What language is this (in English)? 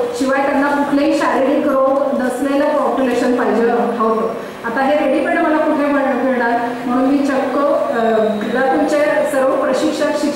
Marathi